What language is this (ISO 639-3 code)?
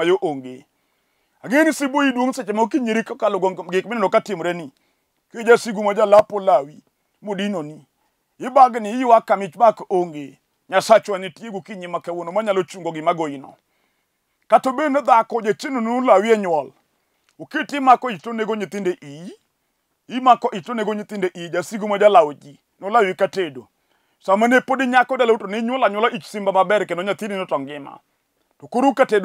luo